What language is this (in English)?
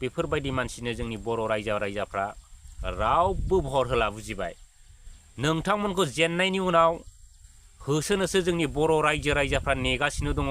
Bodo